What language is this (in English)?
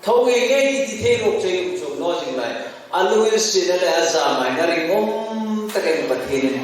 Hmar